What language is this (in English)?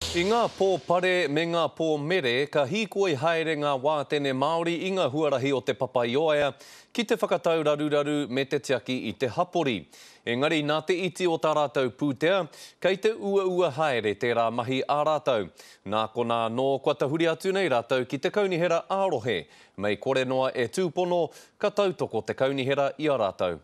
Māori